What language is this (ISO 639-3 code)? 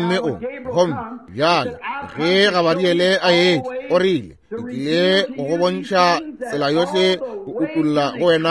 nso